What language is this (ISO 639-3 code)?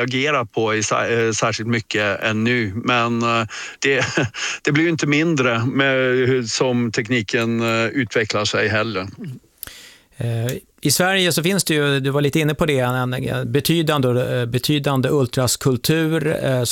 swe